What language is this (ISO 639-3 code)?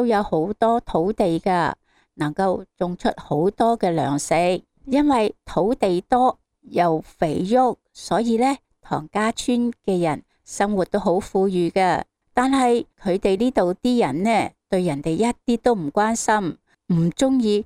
yue